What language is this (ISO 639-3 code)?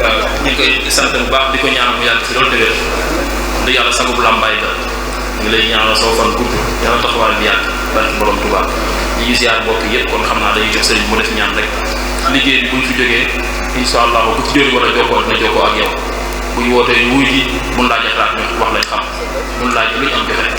wol